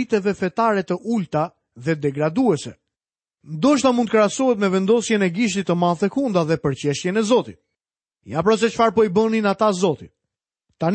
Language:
Albanian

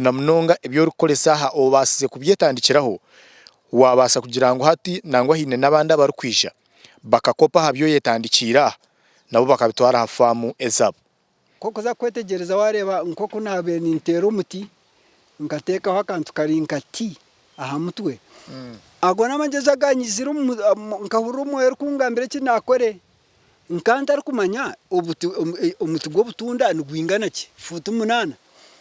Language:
Nyankole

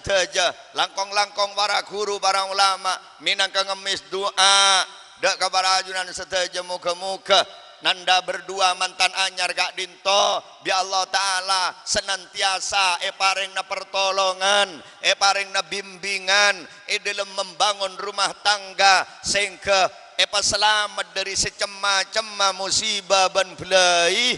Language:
Madurese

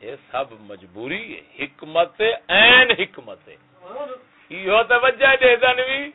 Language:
Saraiki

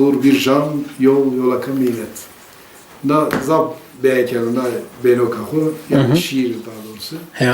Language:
Zaza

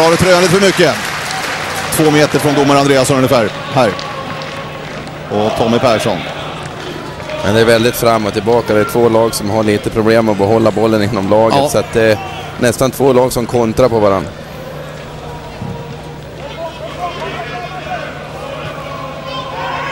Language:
Swedish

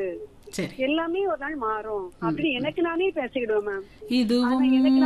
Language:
Tamil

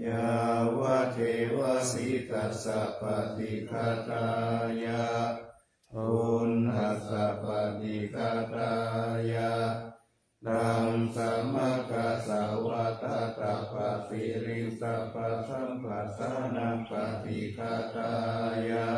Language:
Pali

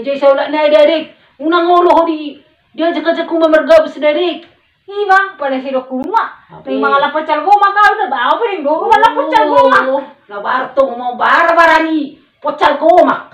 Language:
Batak Toba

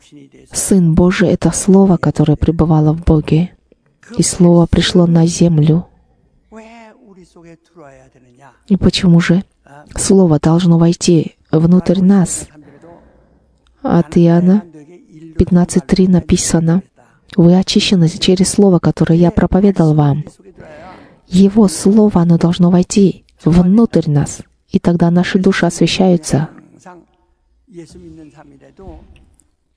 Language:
Russian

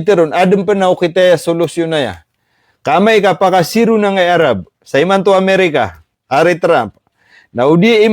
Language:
Maranao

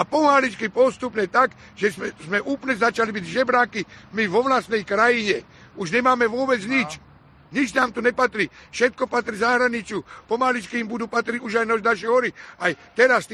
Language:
Slovak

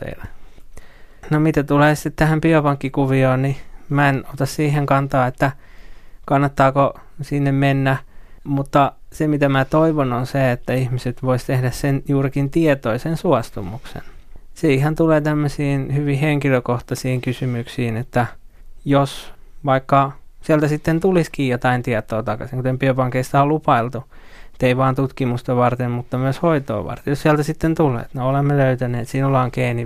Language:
Finnish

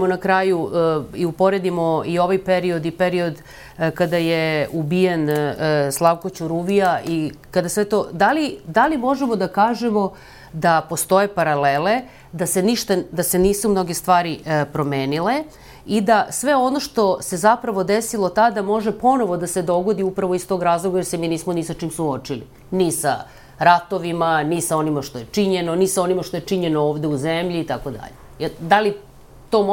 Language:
Serbian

